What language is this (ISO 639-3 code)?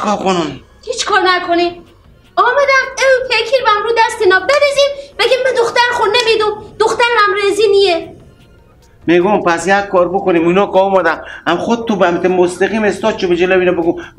fas